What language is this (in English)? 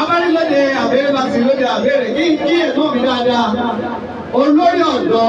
Yoruba